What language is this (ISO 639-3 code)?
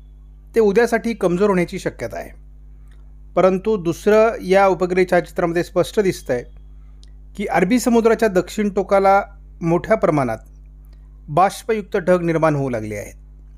mar